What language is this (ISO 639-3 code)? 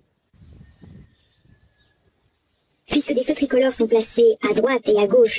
fra